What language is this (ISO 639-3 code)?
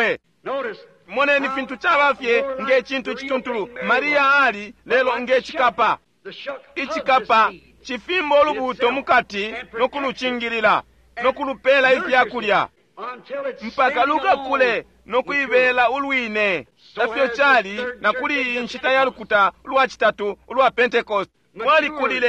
bem